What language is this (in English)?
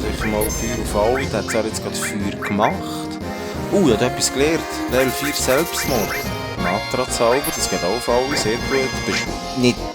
Swiss German